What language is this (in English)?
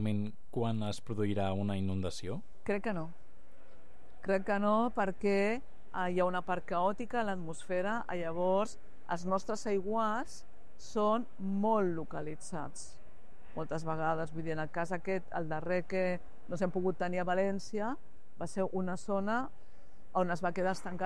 Catalan